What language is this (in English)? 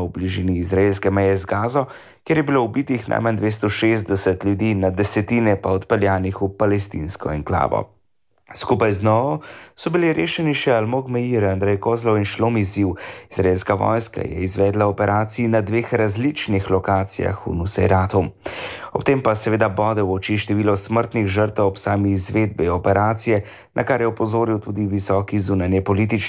Slovenian